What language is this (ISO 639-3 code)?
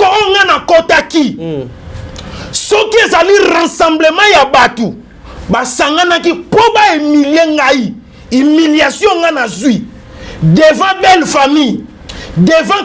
lin